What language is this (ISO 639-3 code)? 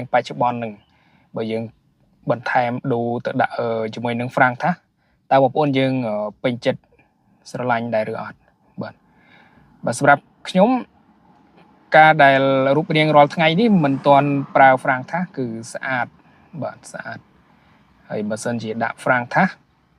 khm